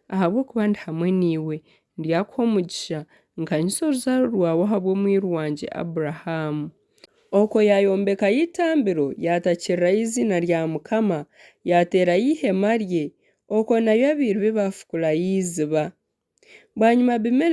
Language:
Nyankole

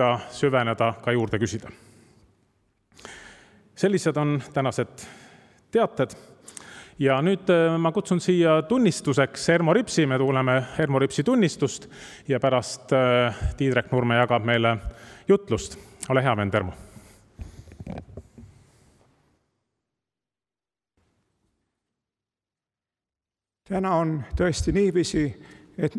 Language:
Estonian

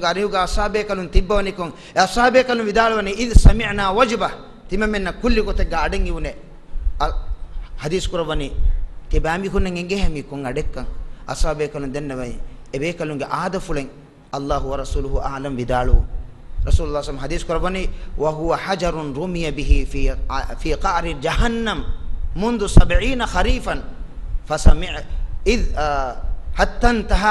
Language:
Divehi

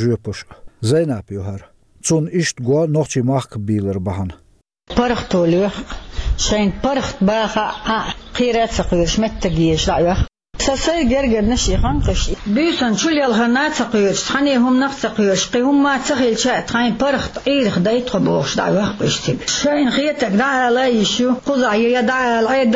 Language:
Chechen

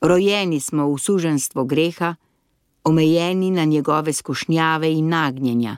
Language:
Slovenian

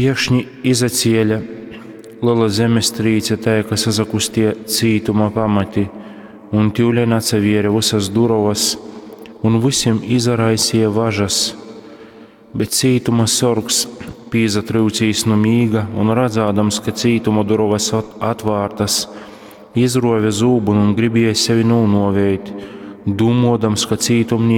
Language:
Latgalian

